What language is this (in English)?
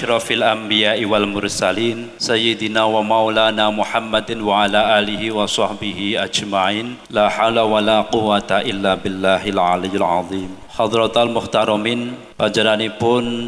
Javanese